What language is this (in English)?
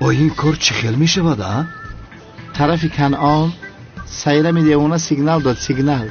Tajik